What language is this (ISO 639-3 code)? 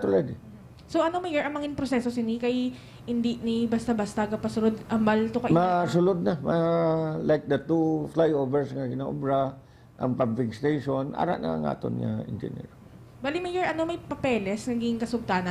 hil